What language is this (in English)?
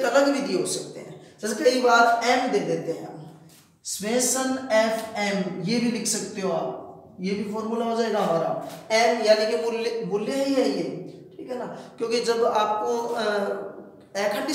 Hindi